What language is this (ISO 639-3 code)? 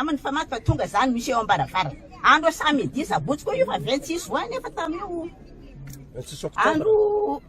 mlg